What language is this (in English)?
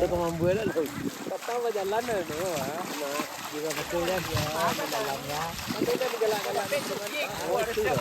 Minangkabau